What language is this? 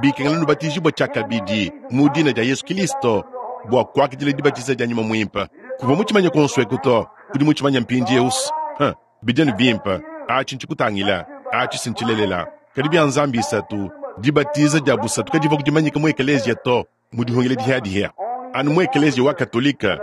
Luba-Lulua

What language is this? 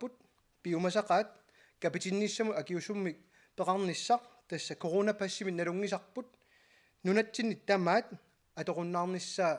Kalaallisut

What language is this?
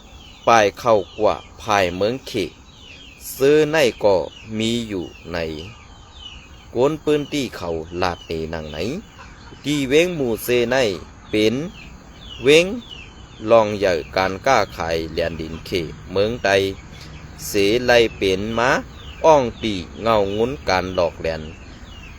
Shan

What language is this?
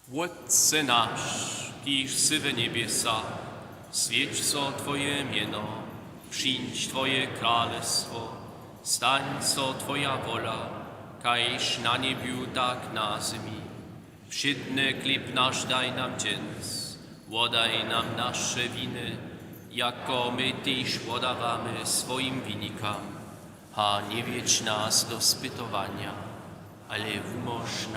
Upper Sorbian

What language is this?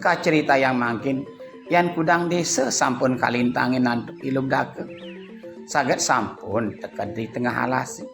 Balinese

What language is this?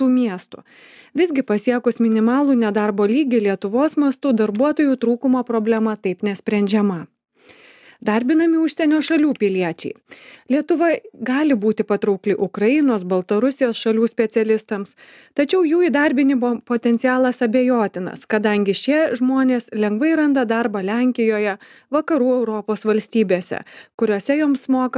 Lithuanian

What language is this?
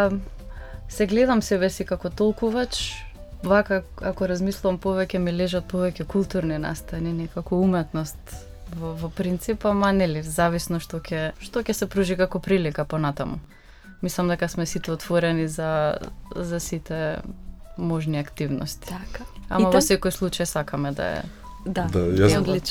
Macedonian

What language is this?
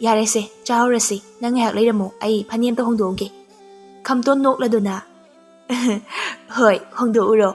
Manipuri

